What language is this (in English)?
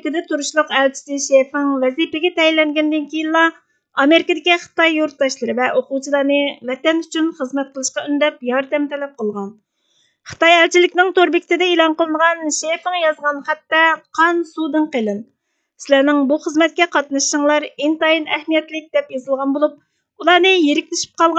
Uyghur